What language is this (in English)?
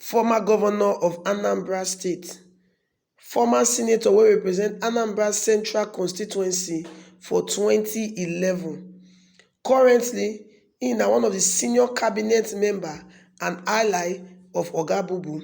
Nigerian Pidgin